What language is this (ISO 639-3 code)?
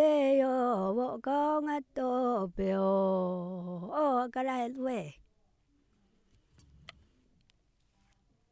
vie